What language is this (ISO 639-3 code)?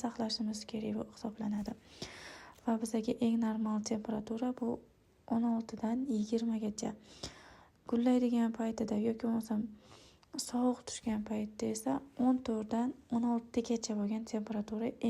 uzb